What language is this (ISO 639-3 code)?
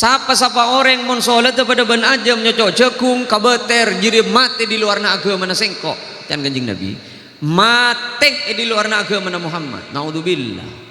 mad